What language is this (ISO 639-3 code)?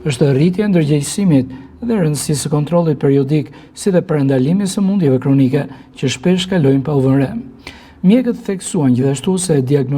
sqi